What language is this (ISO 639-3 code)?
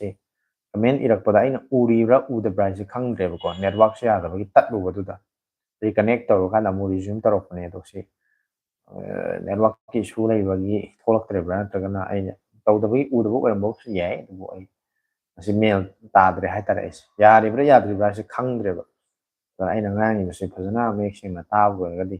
mni